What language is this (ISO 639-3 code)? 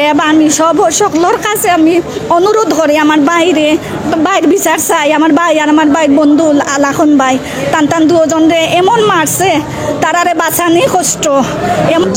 syl